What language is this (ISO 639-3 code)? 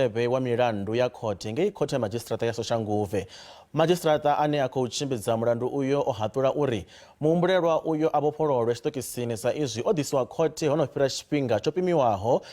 ven